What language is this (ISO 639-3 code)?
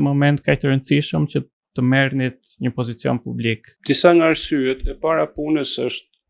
sqi